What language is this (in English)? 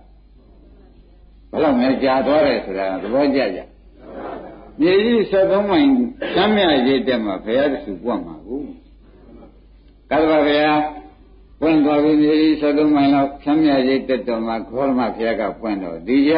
Burmese